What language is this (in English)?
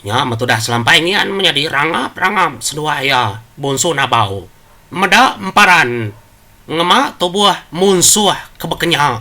Iban